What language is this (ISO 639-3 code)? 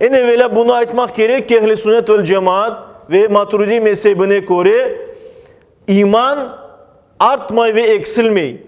crh